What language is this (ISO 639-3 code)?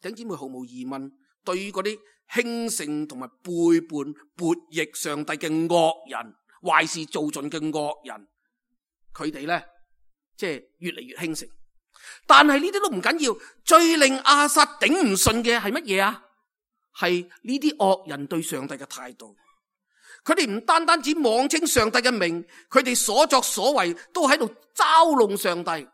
yue